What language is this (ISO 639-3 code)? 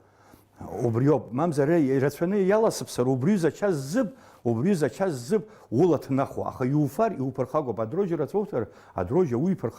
abk